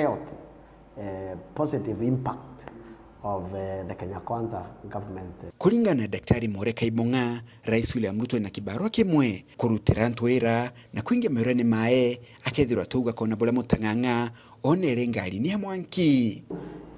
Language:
Meru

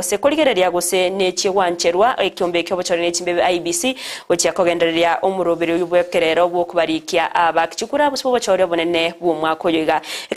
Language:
Gusii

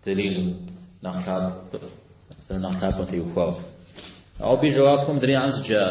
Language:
Kabardian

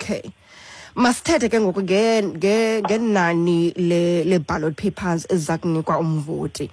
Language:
Xhosa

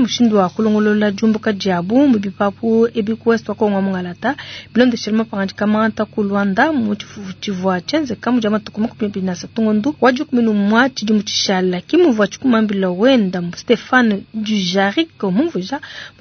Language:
Luba-Lulua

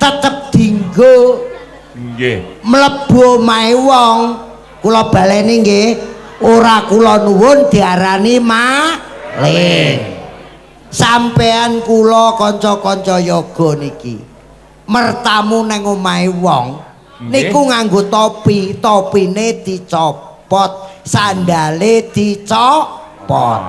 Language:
Javanese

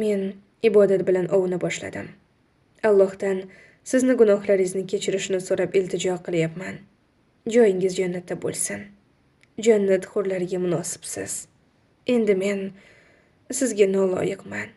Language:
Uzbek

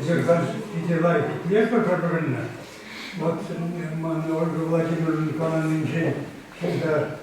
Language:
Chuvash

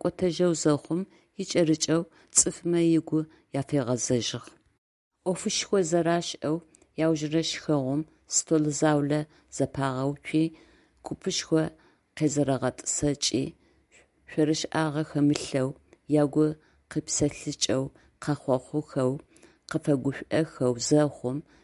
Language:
Adyghe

